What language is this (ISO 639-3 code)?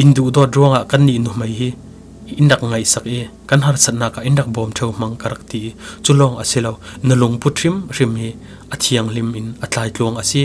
cfm